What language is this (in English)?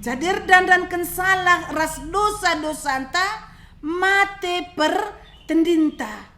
Batak Karo